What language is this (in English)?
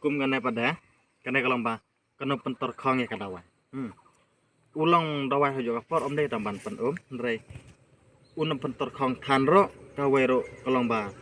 Khasi